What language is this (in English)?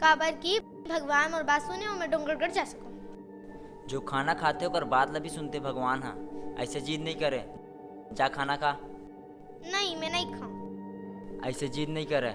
Chhattisgarhi